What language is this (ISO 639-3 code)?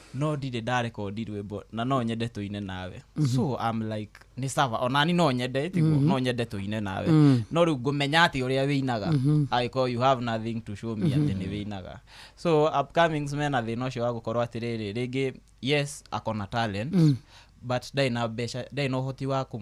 kik